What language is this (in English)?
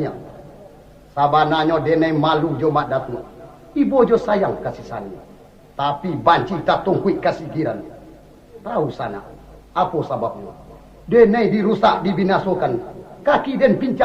Minangkabau